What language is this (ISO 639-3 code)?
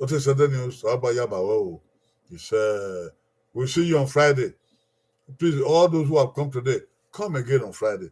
bin